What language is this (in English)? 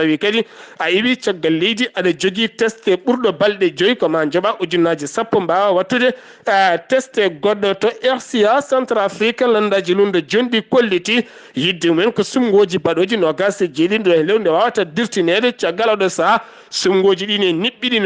Fula